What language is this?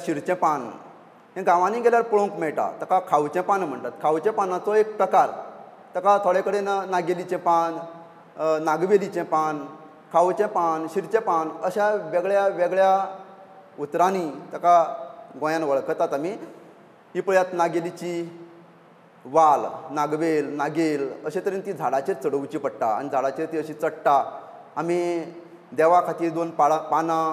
Konkani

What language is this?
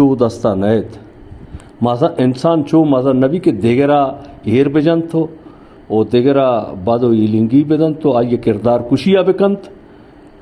Baluchi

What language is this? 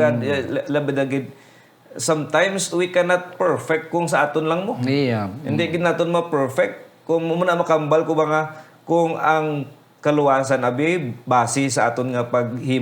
Hiligaynon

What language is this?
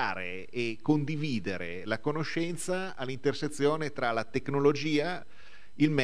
Italian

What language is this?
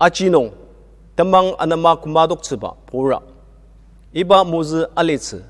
Ao Naga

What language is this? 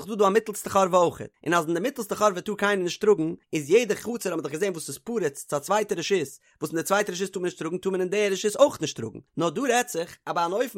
Yiddish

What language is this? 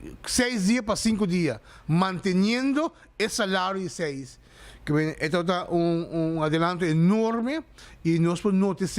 Papiamento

